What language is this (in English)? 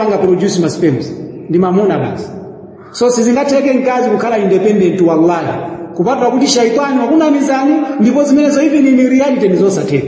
Nyanja